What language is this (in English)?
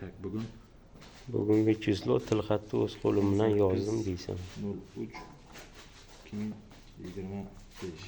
Uzbek